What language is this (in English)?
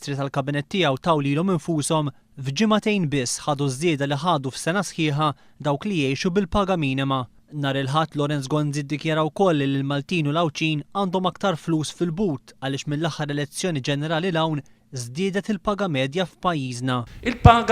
Maltese